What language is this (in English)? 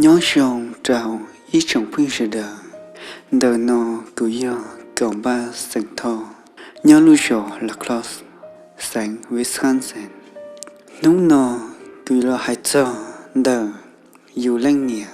Hmong